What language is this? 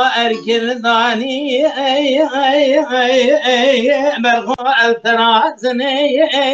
Kurdish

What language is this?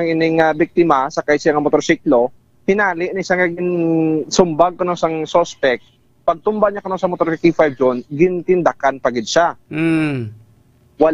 Hiligaynon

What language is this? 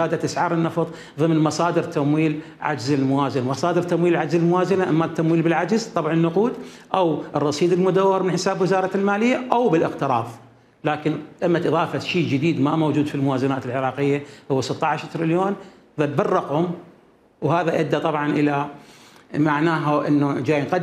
Mesopotamian Arabic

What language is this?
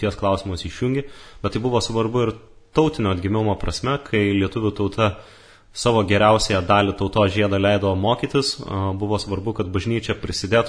Lithuanian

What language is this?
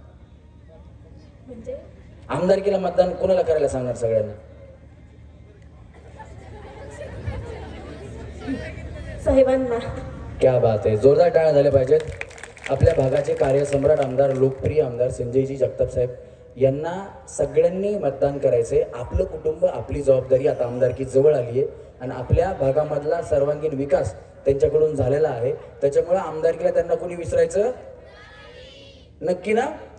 Marathi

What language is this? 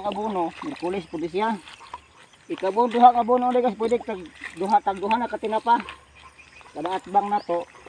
Cebuano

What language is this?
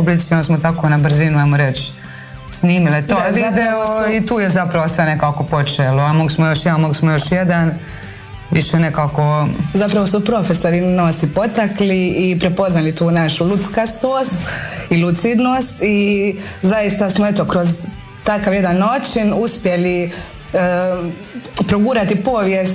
Croatian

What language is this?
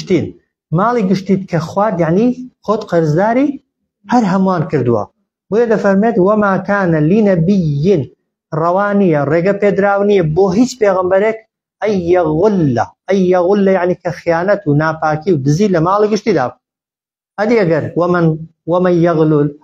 Central Kurdish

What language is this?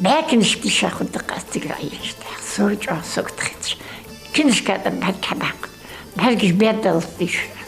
Ingush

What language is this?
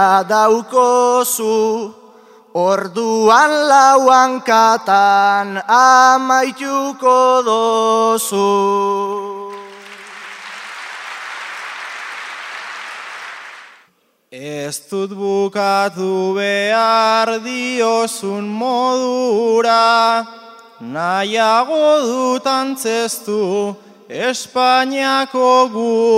Basque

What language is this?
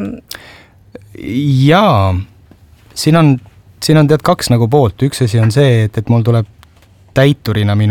Estonian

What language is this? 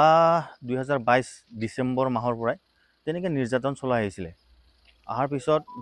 Assamese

